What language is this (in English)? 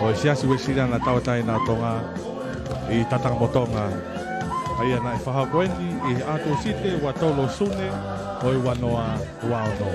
Tongan